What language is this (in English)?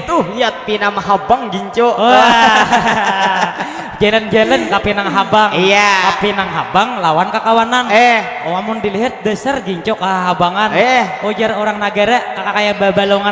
Banjar